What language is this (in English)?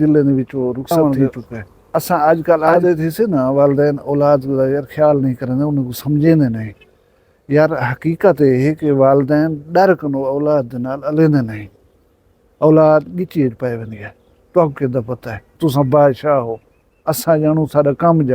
Saraiki